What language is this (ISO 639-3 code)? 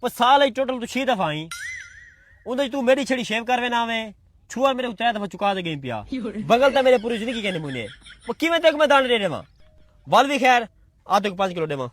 skr